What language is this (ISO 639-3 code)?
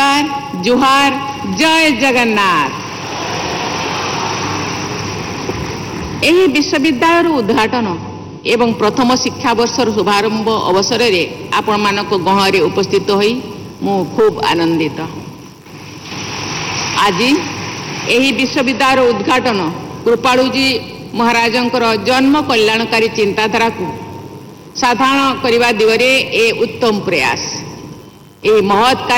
ori